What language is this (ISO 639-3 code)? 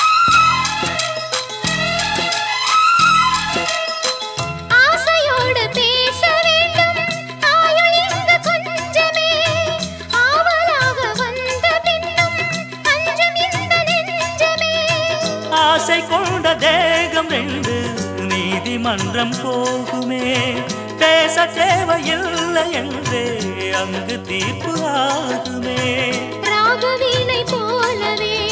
tam